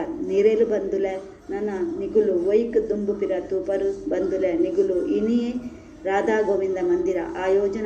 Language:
Tulu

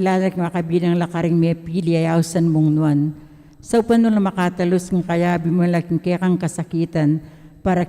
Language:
Pampanga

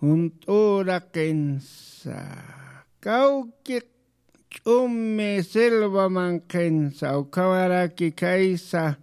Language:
Aymara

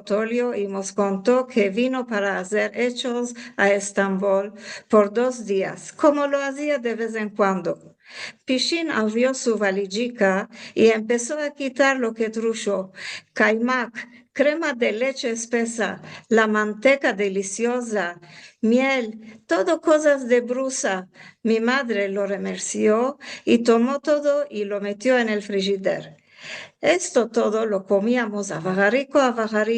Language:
Ladino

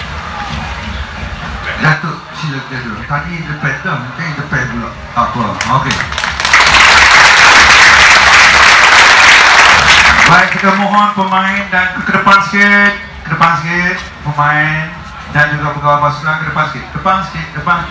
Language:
Malay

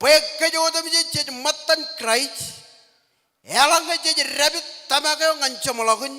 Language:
Marshallese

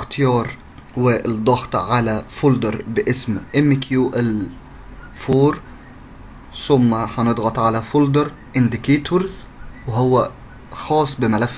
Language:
Egyptian Arabic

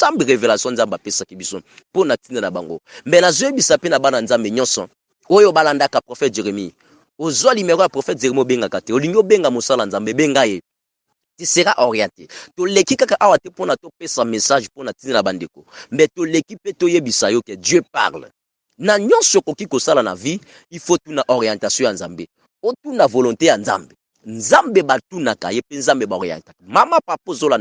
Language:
Lingala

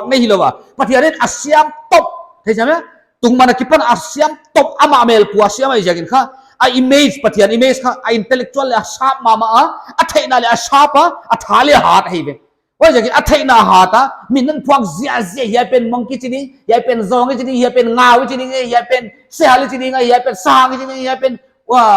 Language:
Paite Chin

